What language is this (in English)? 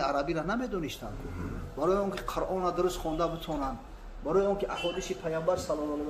Tajik